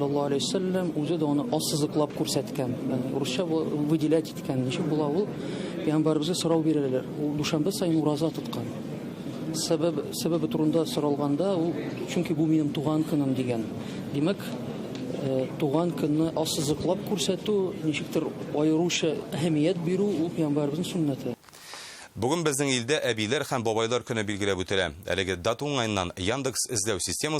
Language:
Tatar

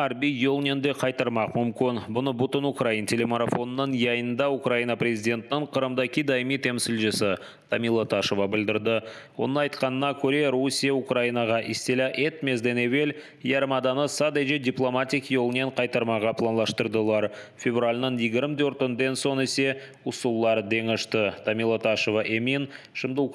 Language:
Crimean Tatar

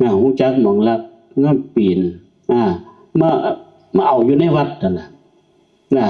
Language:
Northeastern Thai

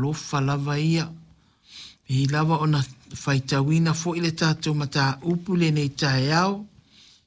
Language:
Samoan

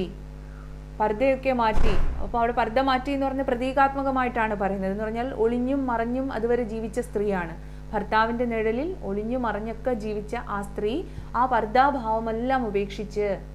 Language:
Malayalam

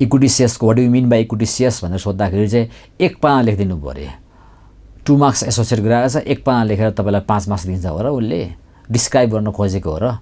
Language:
Nepali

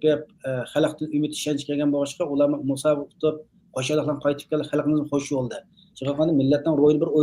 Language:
Uyghur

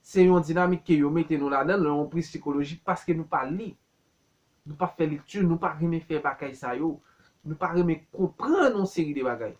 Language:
Haitian Creole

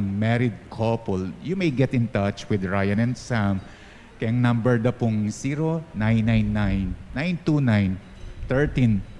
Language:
Pampanga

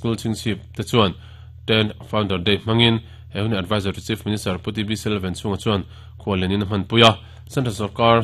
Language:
Mizo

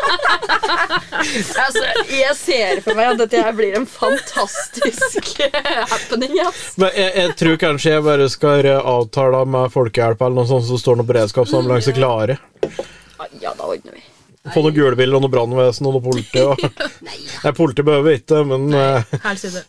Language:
Norwegian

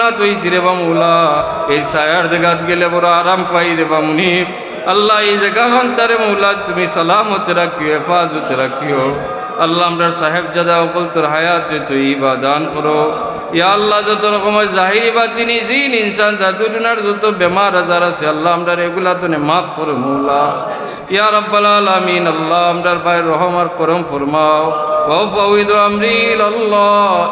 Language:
Sylheti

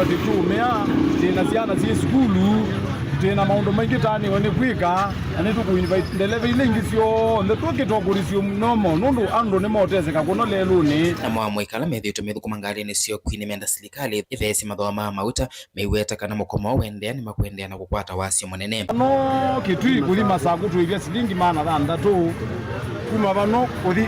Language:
Kamba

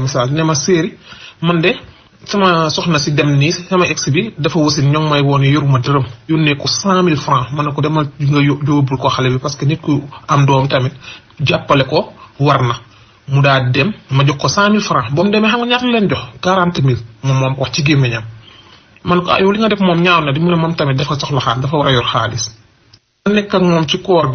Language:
Wolof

